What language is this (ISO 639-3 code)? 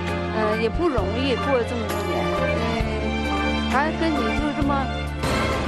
zho